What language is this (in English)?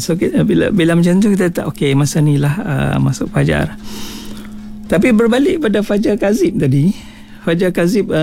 Malay